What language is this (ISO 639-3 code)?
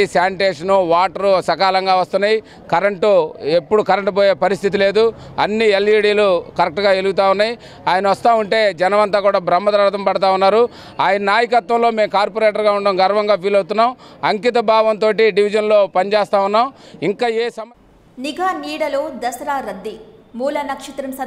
tel